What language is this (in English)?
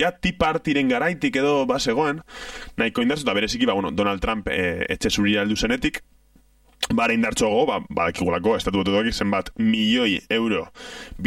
Basque